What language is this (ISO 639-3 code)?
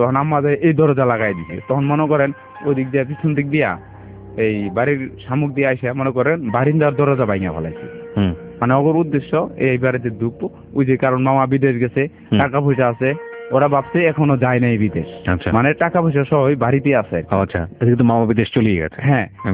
ben